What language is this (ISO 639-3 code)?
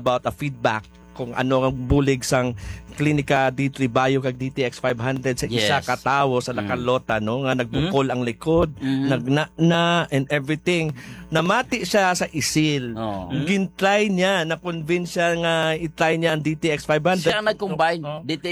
hil